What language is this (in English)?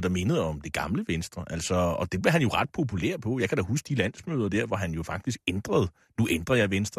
Danish